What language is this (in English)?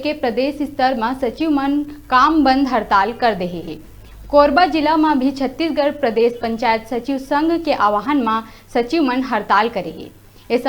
Chhattisgarhi